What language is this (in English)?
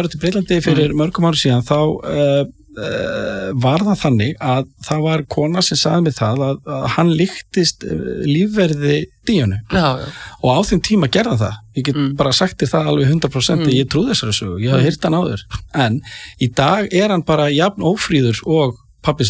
Icelandic